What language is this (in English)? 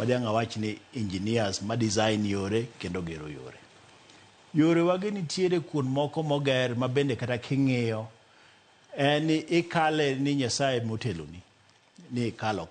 Luo (Kenya and Tanzania)